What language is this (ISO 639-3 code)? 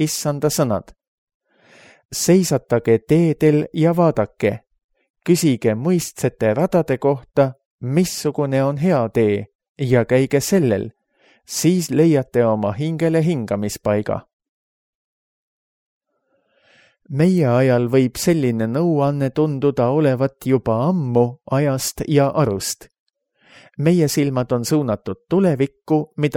est